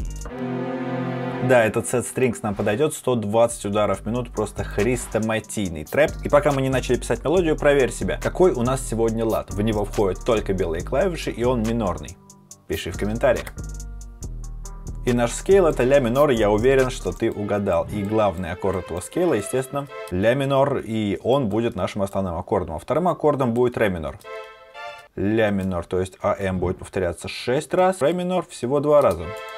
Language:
Russian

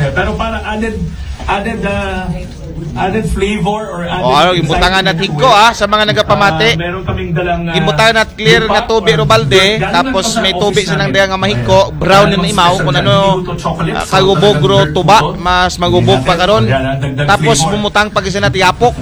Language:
Aklanon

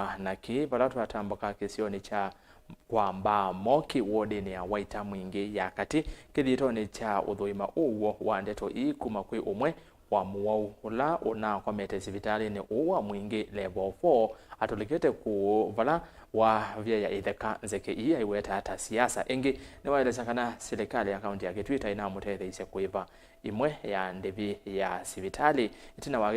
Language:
Kamba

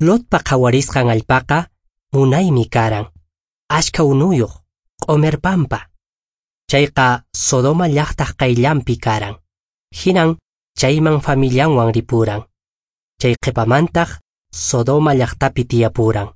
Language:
Quechua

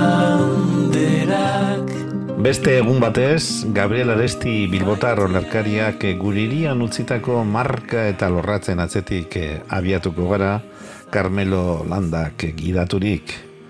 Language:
Basque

